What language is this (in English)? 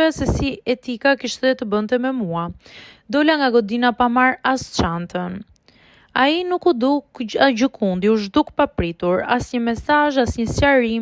Albanian